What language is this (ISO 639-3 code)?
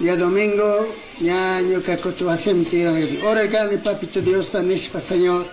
qug